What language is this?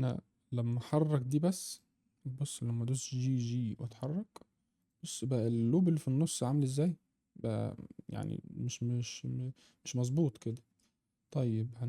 Egyptian Arabic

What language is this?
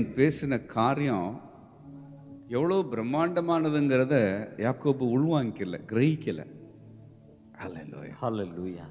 Tamil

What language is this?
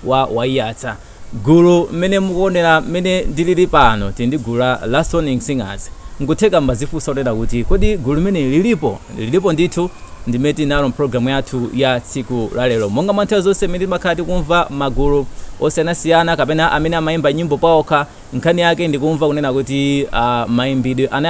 Nyanja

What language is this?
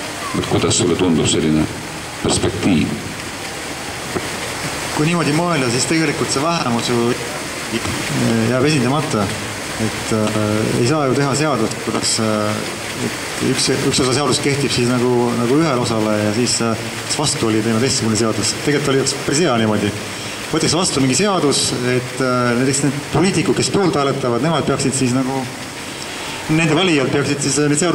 Estonian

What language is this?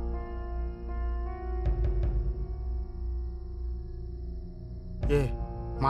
Tamil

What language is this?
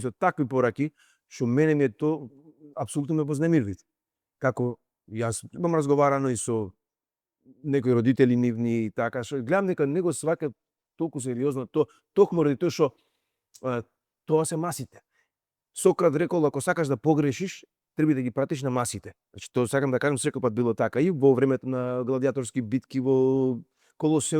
Macedonian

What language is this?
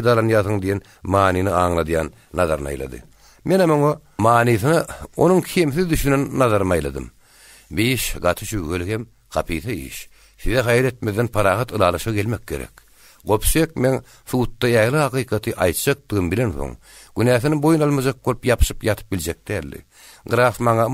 Turkmen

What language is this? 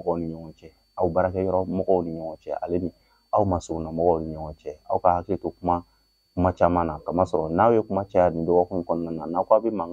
Bambara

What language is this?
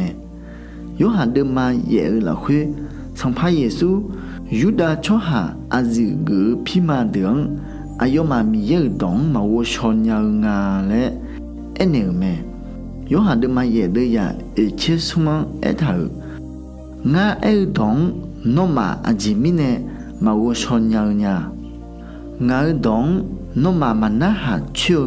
Akha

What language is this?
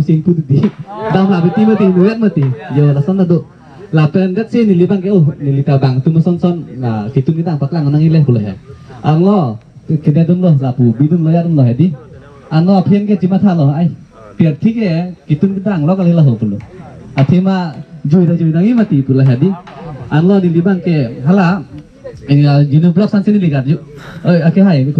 Karbi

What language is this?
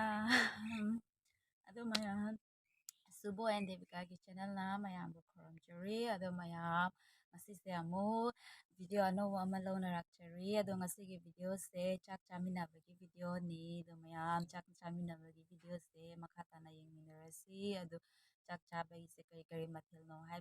Manipuri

